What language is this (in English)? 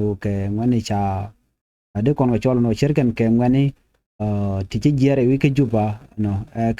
Nuer